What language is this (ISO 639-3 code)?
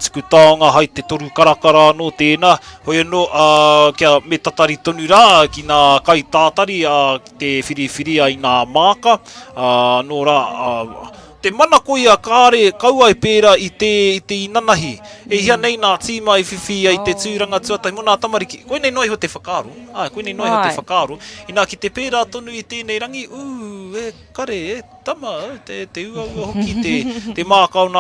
mri